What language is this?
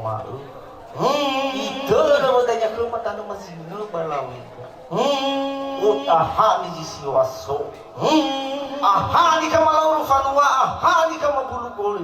Nias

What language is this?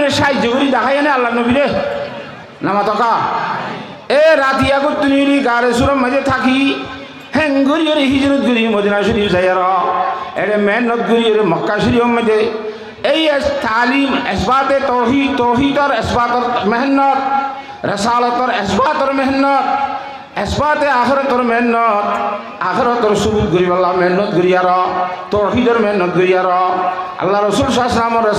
Rohingya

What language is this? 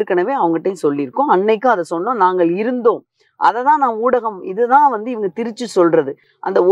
Tamil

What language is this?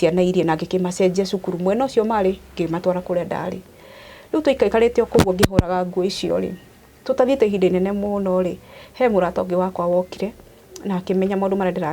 Kikuyu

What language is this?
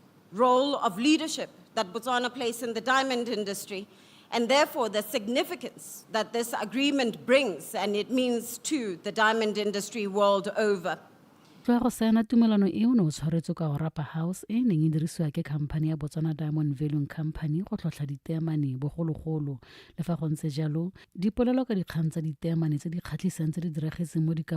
Tswana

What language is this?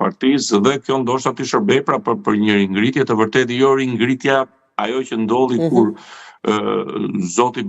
Albanian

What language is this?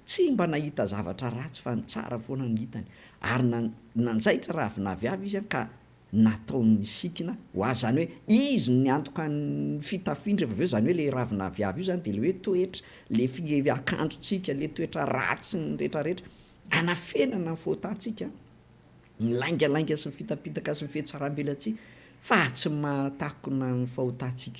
Malagasy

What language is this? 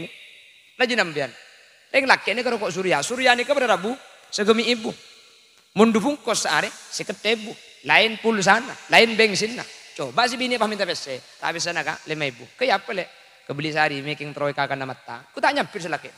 Madurese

